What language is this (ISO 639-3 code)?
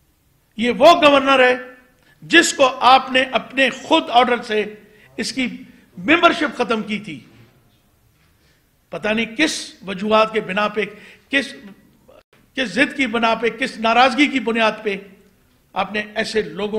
urd